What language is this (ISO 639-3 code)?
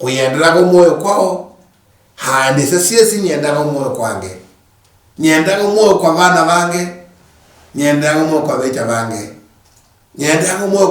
luy